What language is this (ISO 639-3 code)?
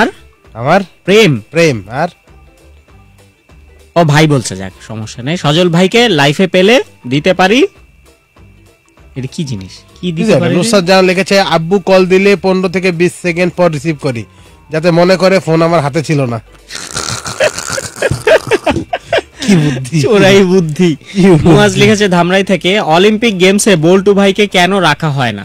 ben